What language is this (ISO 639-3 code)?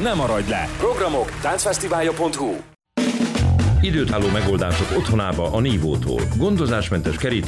hun